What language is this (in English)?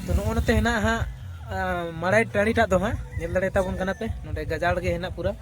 Santali